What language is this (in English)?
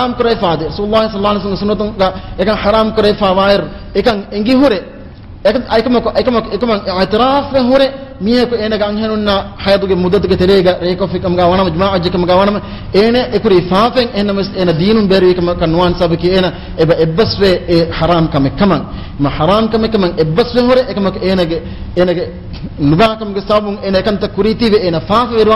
Divehi